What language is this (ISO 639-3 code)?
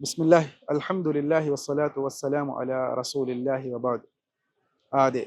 div